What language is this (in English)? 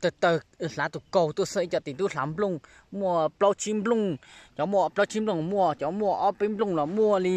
Hmong